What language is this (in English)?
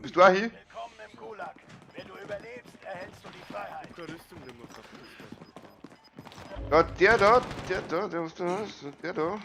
Bavarian